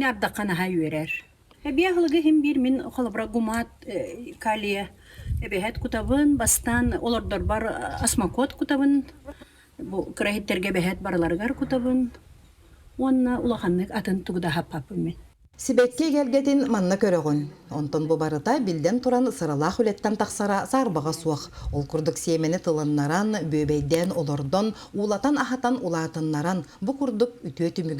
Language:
Yakut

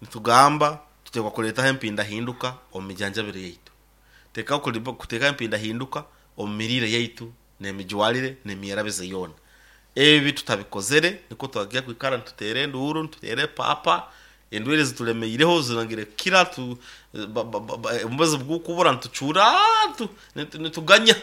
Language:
Nyoro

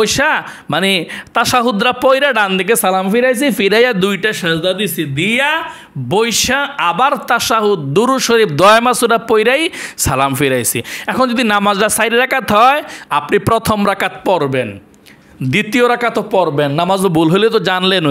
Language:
Bangla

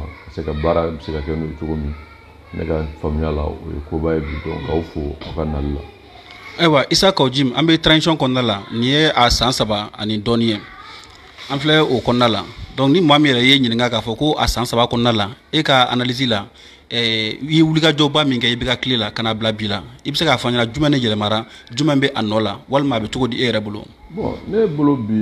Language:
Bambara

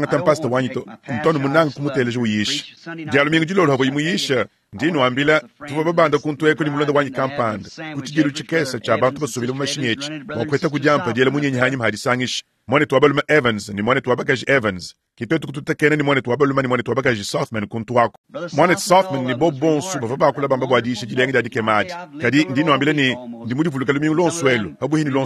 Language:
Luba-Lulua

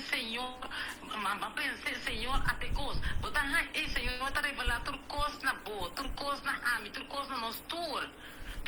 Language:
Papiamento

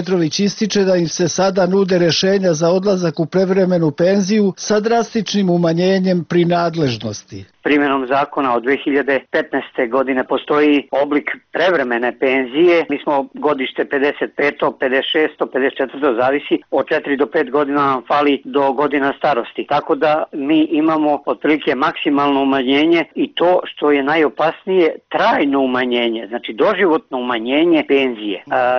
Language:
Serbian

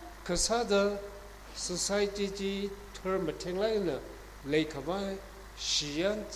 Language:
Tangkhul Naga (India)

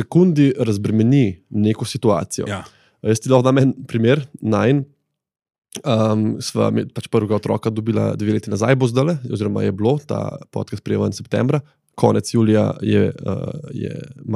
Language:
Slovenian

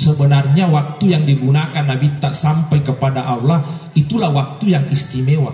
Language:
Buginese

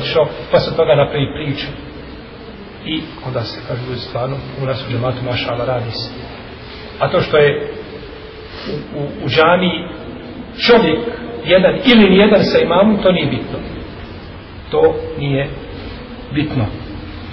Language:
Bosnian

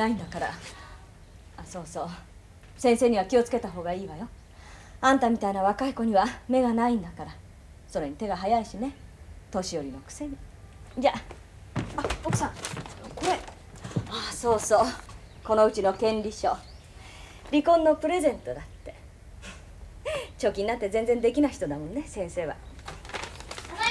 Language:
Japanese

